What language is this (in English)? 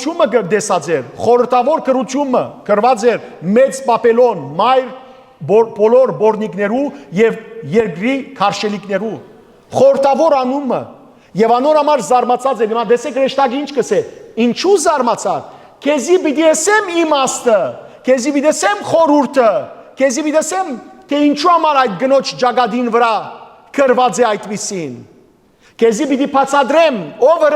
Western Armenian